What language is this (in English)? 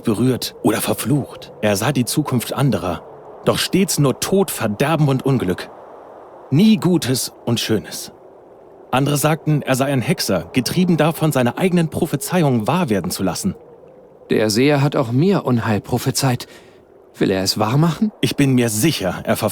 Bavarian